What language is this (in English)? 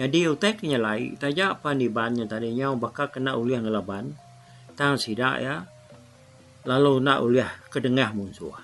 Iban